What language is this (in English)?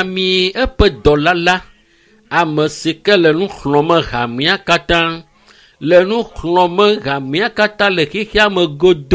Ewe